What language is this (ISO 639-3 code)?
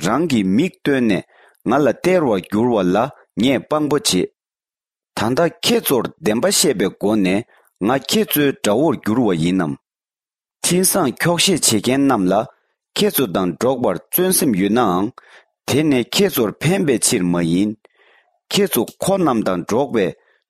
bod